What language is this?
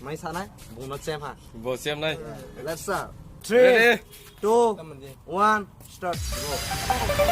Kok Borok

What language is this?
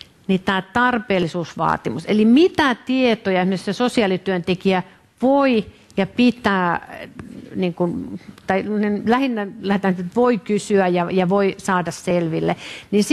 Finnish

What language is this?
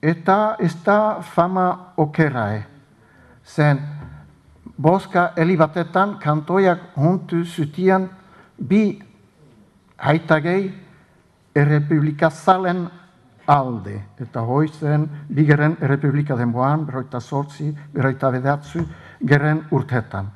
Basque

